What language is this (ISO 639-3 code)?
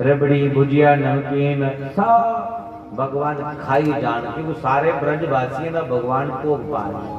doi